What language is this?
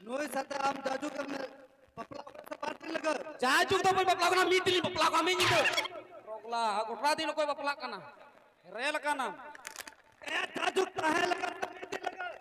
Santali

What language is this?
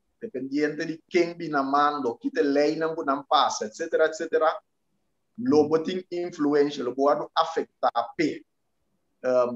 Papiamento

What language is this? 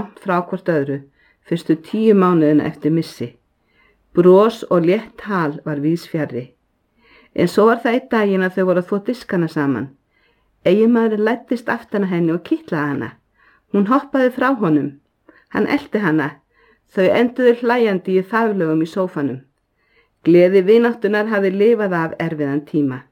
Icelandic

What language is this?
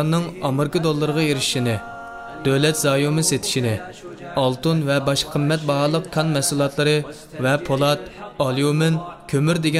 Uyghur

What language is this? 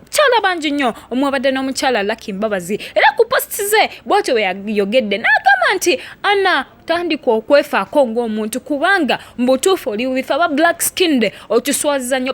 Ganda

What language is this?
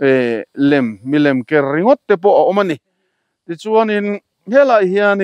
Mizo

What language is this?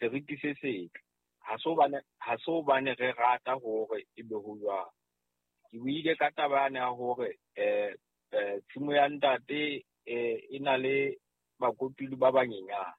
Southern Sotho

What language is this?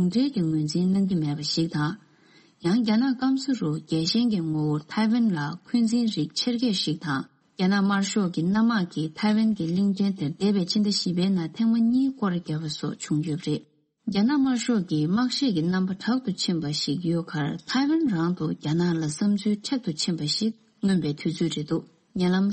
Tibetan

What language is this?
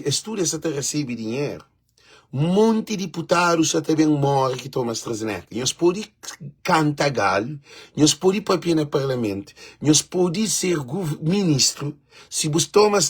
Kabuverdianu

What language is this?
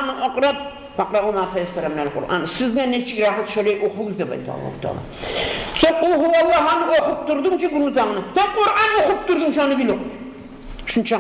Kumyk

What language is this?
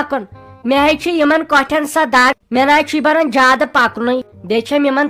Kashmiri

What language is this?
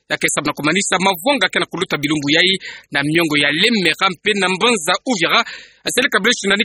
Kituba (Democratic Republic of Congo)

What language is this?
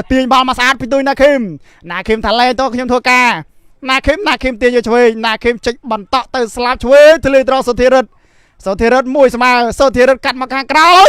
Khmer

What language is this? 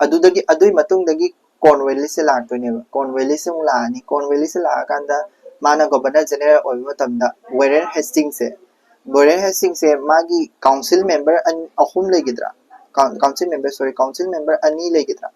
Manipuri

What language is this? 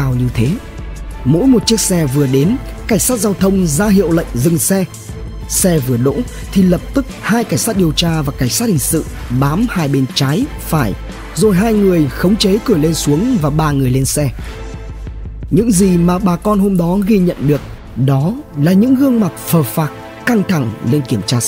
Vietnamese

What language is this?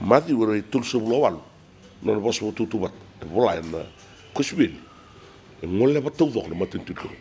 Fijian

